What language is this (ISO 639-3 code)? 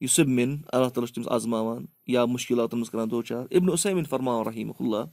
kas